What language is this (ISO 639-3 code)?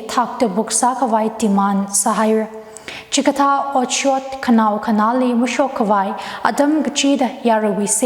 nmf